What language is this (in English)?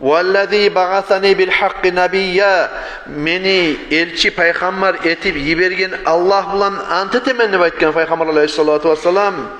Kumyk